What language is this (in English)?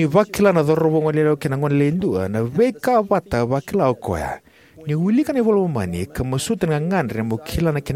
Fijian